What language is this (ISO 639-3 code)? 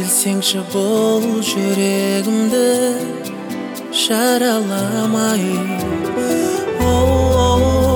kaz